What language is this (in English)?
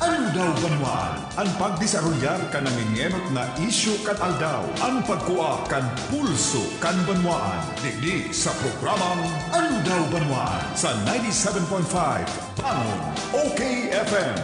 Bikol